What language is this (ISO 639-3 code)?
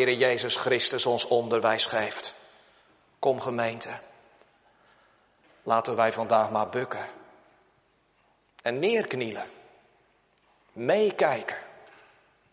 nld